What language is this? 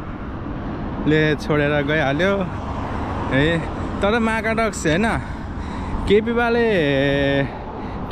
Nepali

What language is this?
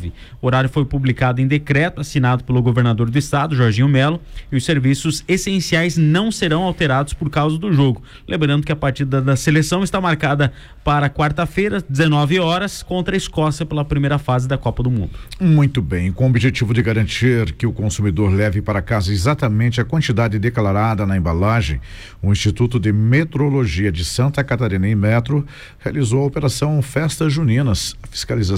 Portuguese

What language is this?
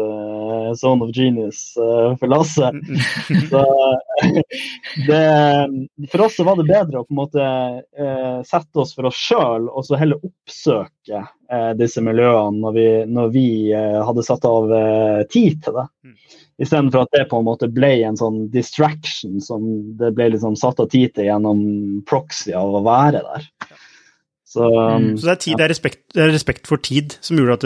Norwegian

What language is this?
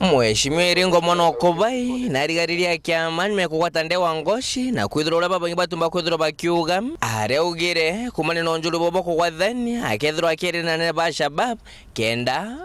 Meru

